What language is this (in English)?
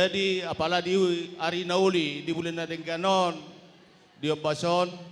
Batak Toba